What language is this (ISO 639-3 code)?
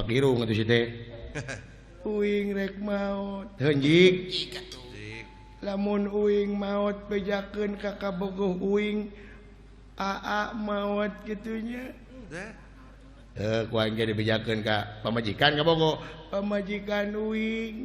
sun